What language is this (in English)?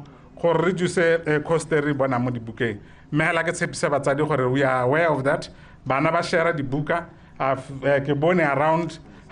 Tswana